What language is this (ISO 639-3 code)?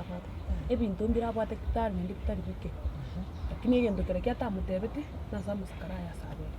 guz